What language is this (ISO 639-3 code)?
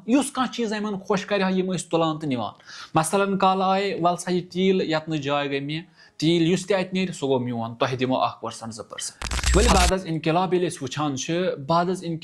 kas